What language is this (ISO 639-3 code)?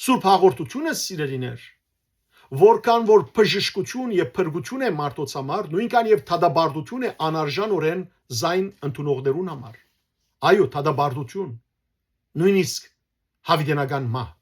hyw